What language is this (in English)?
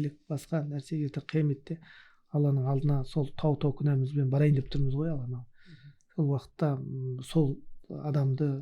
Kazakh